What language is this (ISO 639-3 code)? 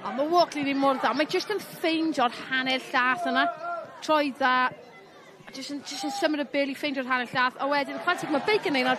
cym